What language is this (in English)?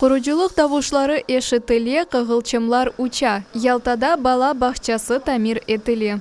Crimean Tatar